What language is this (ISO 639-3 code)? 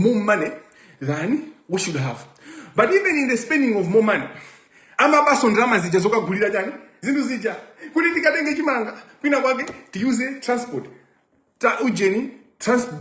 nya